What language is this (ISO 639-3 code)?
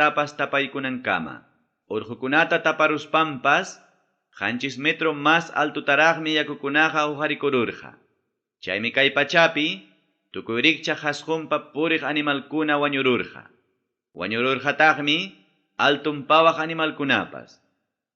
quy